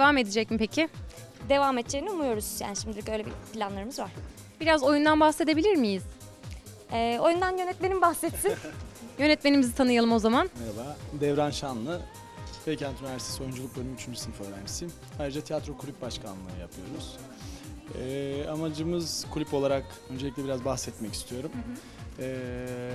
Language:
Turkish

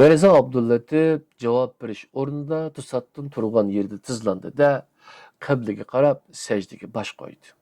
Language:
Uyghur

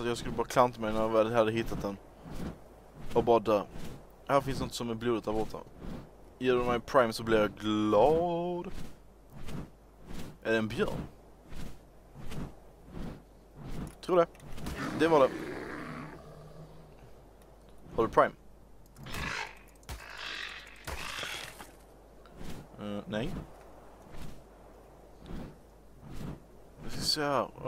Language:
Swedish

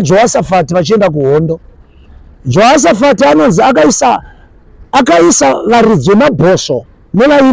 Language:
Shona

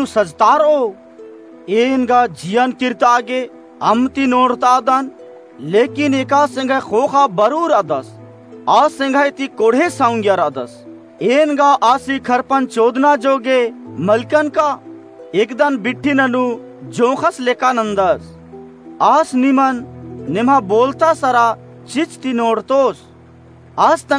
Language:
Kurukh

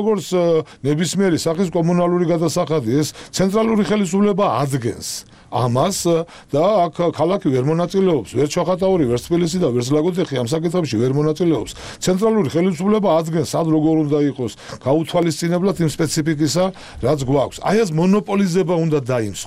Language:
Georgian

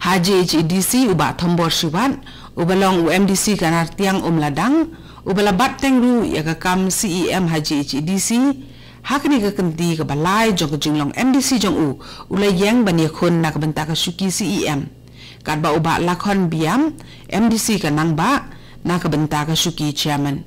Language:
Khasi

